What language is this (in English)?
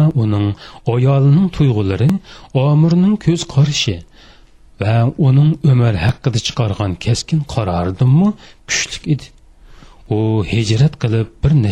Uyghur